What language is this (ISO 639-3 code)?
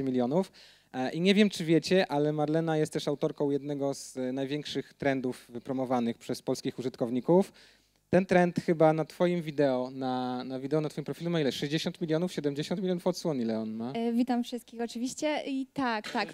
pol